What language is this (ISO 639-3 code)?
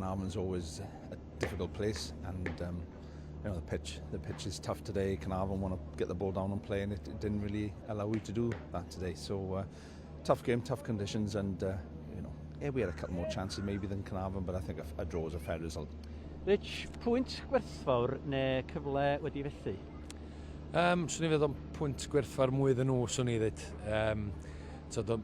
cym